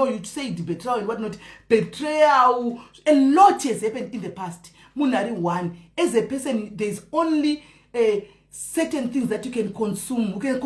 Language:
Shona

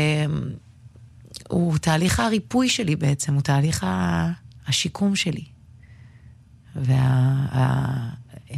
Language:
Hebrew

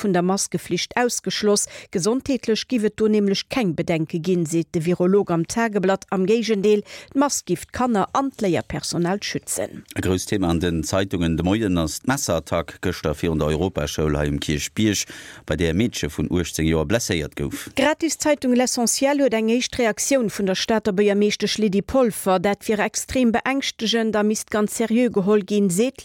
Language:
Luxembourgish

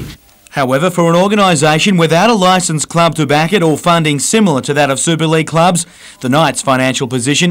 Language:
English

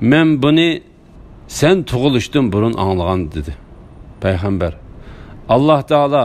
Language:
Uyghur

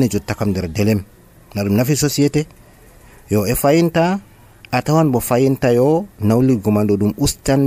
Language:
Nigerian Fulfulde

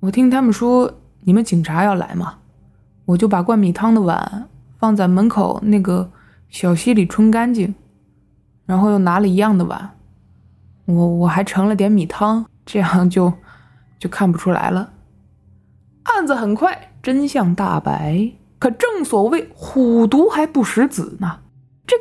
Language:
Chinese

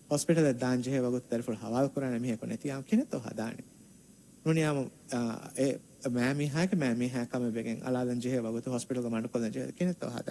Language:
Divehi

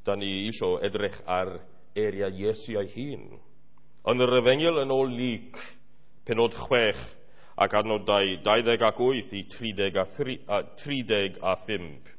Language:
Welsh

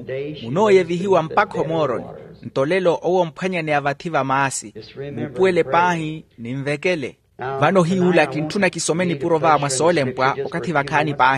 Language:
Makhuwa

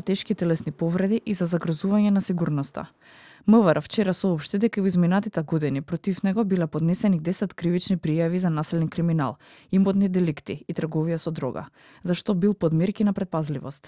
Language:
Macedonian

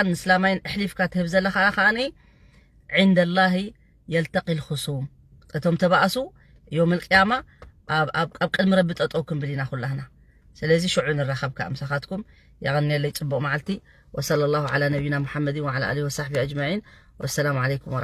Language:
Tigrinya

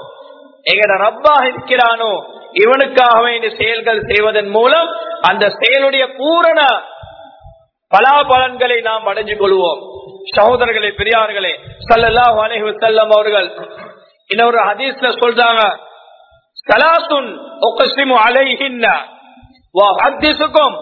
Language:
Tamil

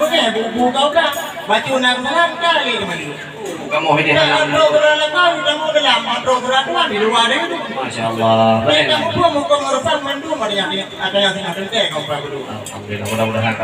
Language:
Achinese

